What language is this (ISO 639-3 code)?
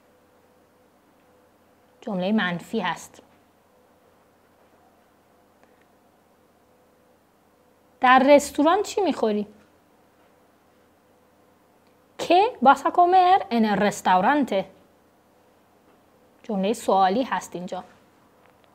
fas